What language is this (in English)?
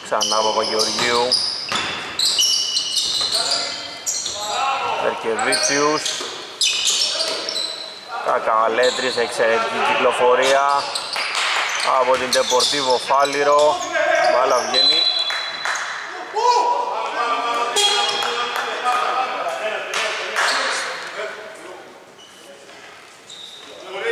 Greek